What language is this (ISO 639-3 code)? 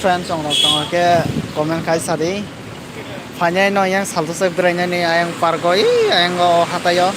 trp